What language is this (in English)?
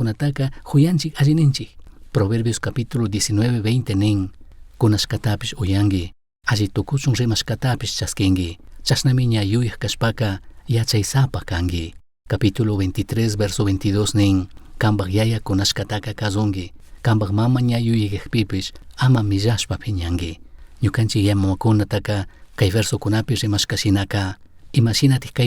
Chimborazo Highland Quichua